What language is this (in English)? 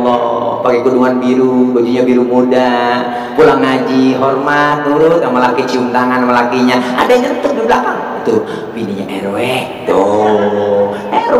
Betawi